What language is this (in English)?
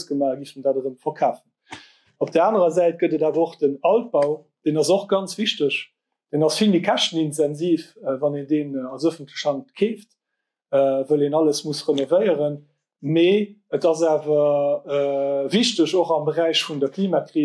Luxembourgish